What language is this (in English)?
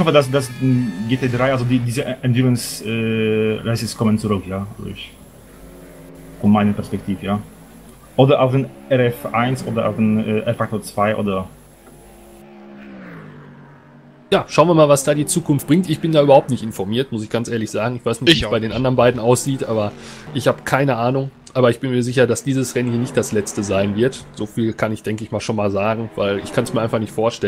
German